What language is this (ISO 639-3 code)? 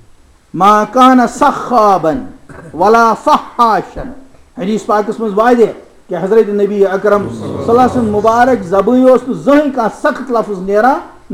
kas